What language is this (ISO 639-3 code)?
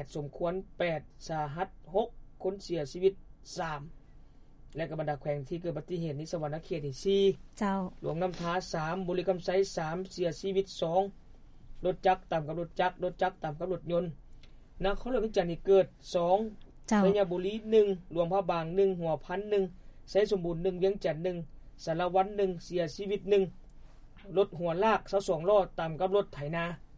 lao